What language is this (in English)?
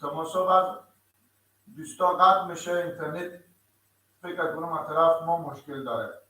Persian